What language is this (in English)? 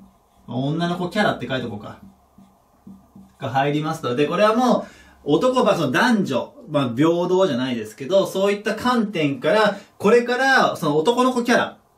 Japanese